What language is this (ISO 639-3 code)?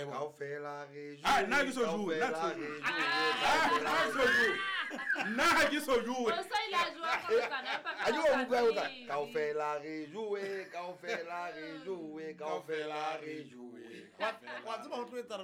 sot